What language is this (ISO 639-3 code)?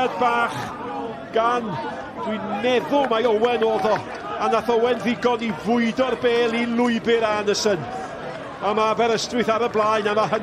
cym